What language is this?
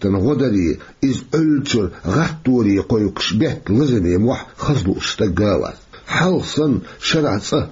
Chechen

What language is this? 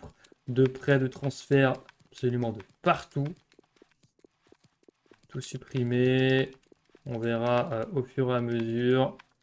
French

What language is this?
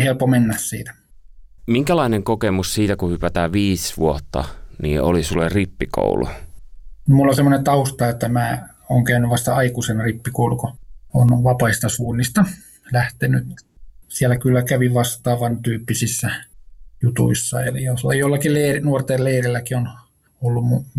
Finnish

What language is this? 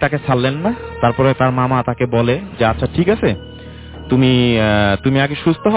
Bangla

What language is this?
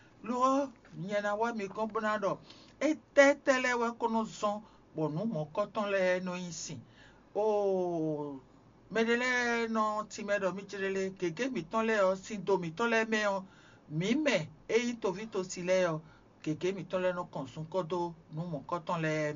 Fon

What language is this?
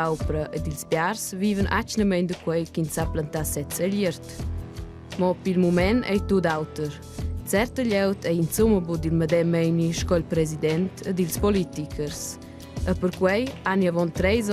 Romansh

